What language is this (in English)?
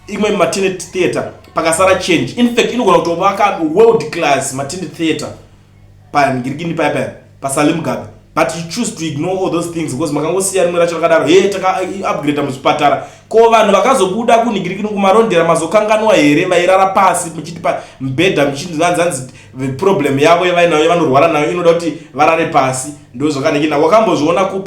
Shona